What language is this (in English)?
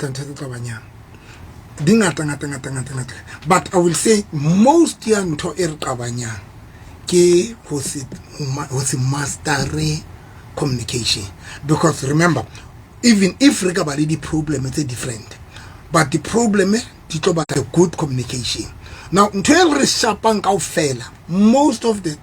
Southern Sotho